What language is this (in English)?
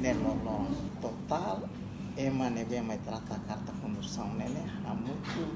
Tetum